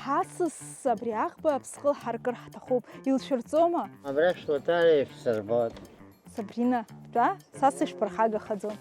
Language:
Abkhazian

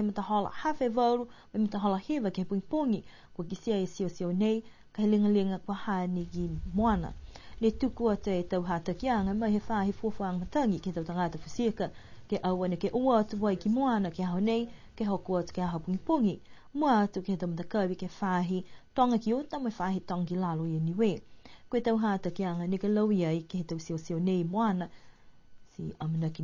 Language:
Niuean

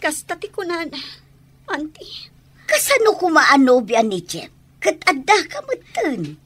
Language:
Iloko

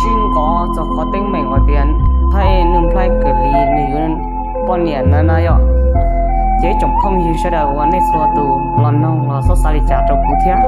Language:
Hmong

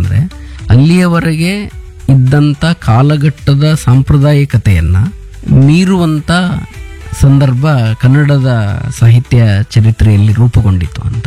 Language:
Kannada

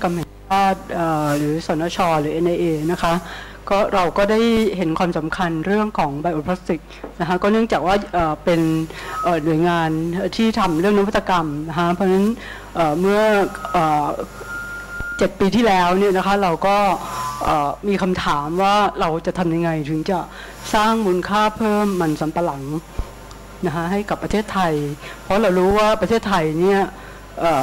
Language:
Thai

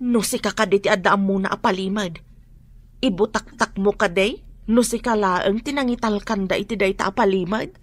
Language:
Iloko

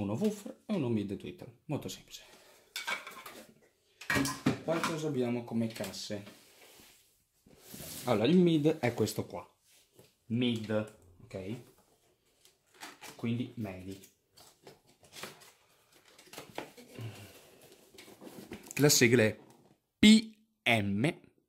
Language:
Italian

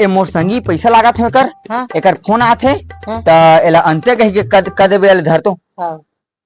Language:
Chhattisgarhi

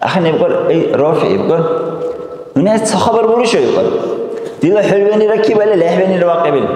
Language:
Dargwa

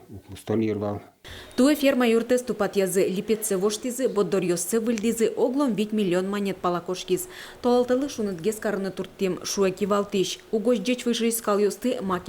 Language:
Udmurt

